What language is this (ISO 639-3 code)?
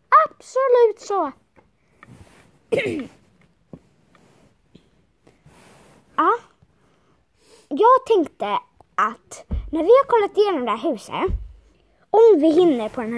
swe